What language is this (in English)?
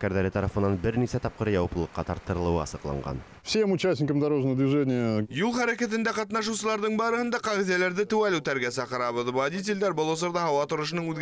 Bashkir